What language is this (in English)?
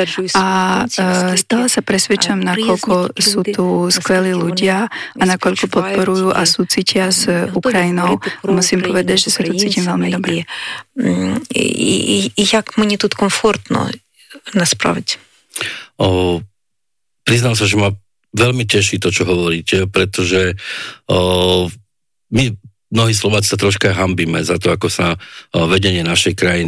Slovak